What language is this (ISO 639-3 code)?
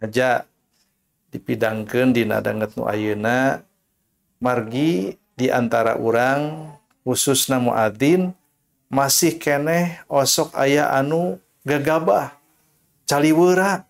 sun